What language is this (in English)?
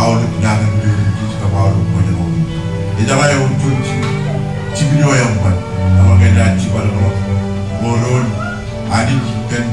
Marshallese